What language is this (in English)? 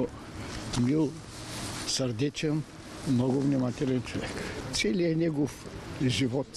Bulgarian